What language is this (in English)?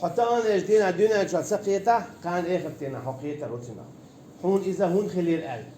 Chechen